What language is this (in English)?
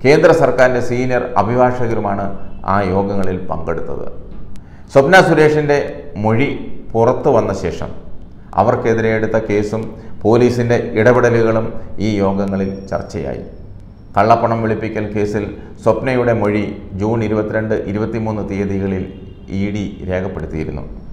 Malayalam